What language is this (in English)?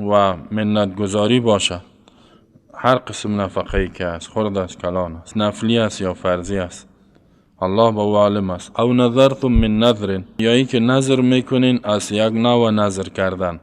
Persian